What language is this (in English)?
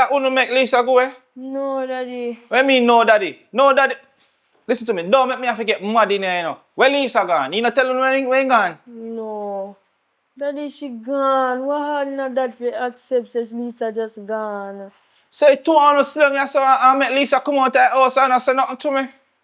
Jamaican Creole English